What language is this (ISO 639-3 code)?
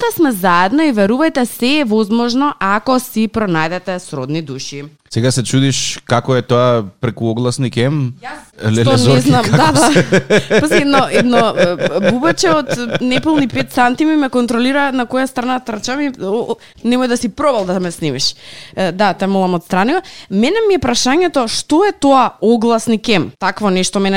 mkd